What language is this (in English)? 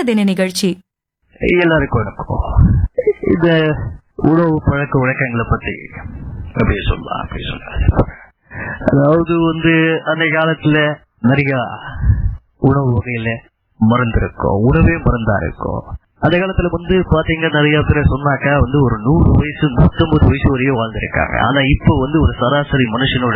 Tamil